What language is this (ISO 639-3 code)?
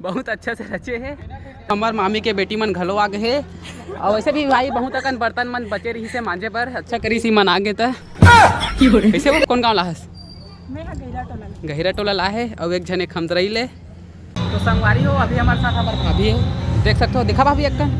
hne